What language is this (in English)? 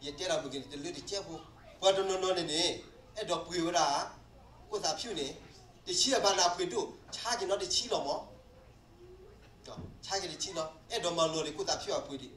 S'gaw Karen